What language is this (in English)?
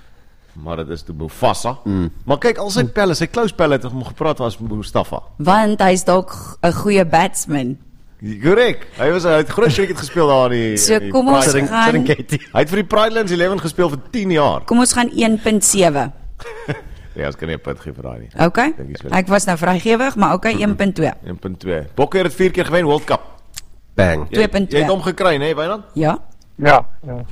Afrikaans